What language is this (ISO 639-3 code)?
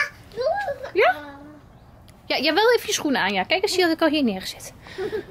nld